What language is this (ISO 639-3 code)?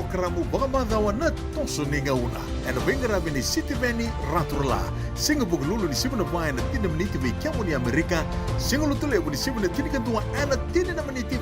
fij